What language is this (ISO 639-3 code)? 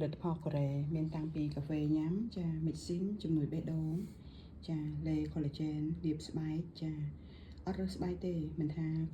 khm